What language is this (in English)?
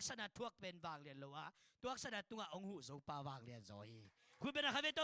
Tedim Chin